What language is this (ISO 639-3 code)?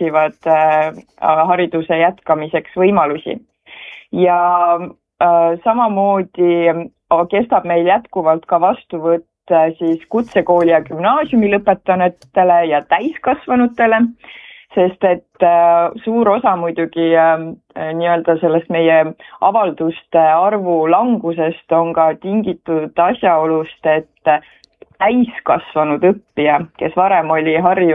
est